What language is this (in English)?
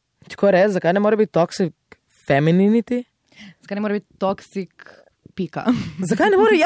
Slovenian